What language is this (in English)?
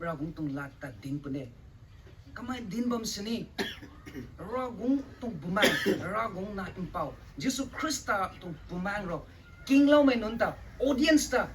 Rongmei Naga